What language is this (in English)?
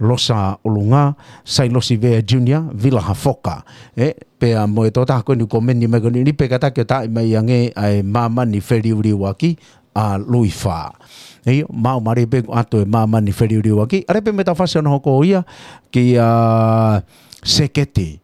Tongan